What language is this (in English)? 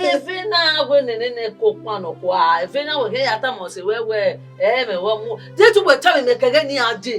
Bini